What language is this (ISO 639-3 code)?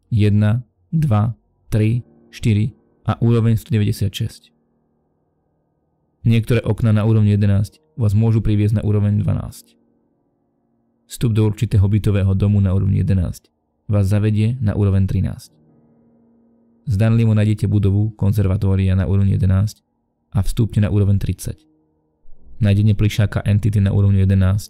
slk